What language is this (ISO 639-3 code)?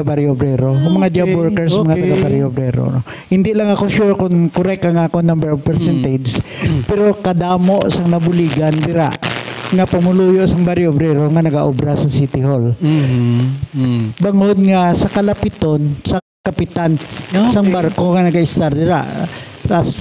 hil